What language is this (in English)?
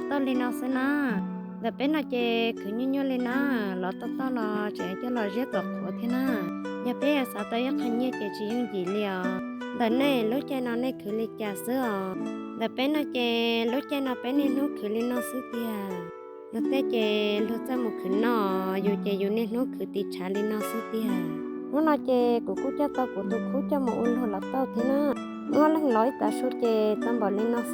Hmong